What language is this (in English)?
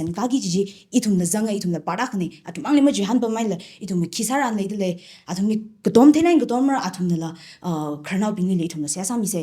Tangkhul Naga (India)